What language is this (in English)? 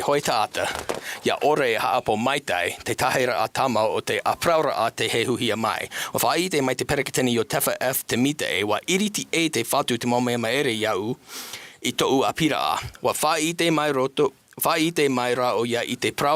Tahitian